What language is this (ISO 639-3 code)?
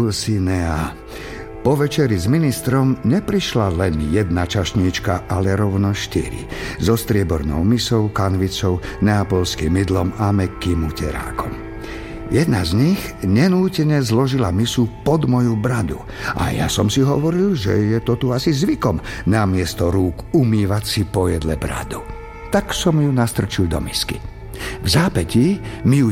slk